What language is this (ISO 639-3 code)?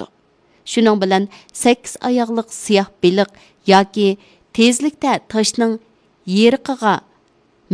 uig